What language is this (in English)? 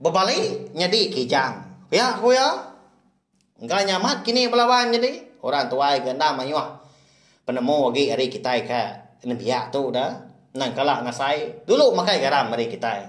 Iban